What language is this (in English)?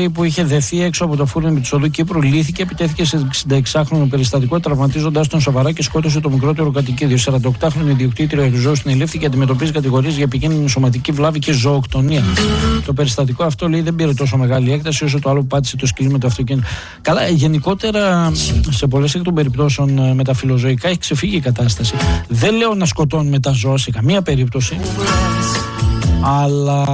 Greek